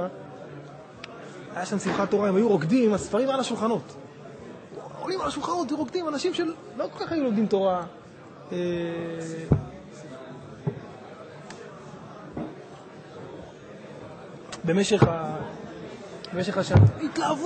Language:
Hebrew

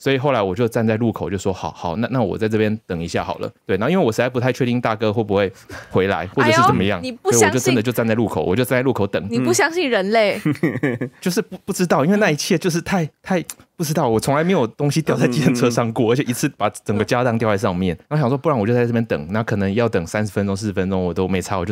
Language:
Chinese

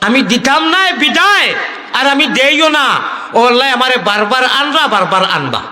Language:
Sylheti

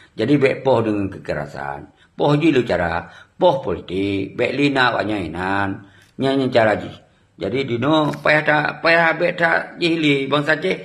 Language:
Achinese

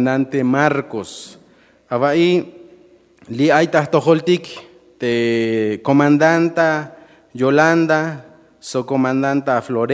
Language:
Tzeltal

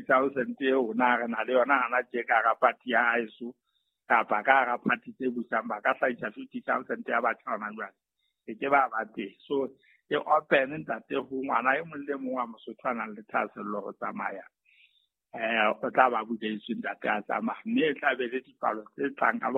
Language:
Southern Sotho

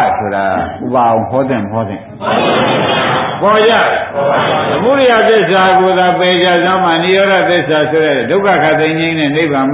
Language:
Burmese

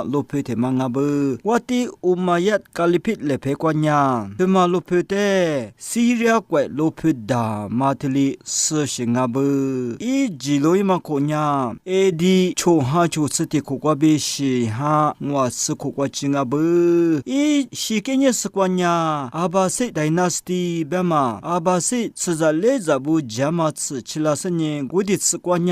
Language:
Lisu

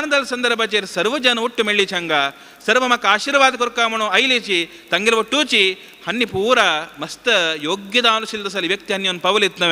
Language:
Konkani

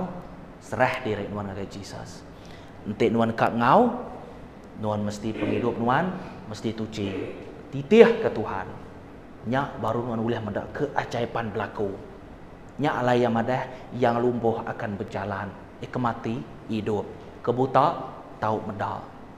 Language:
Iban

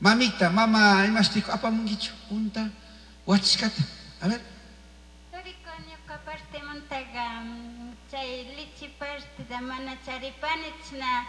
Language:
Chimborazo Highland Quichua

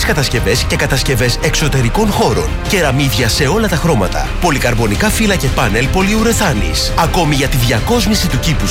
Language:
Greek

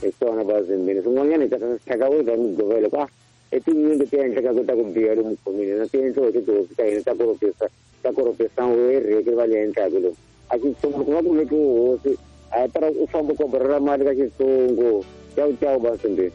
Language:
Tsonga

